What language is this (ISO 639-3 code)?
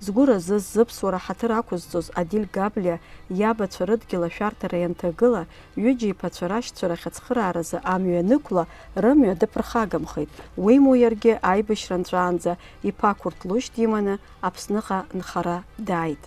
abk